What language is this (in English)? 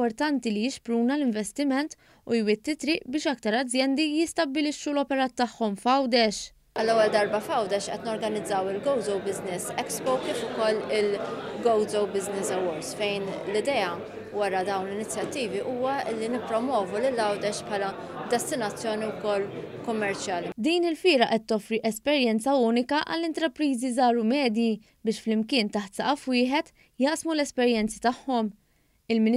Maltese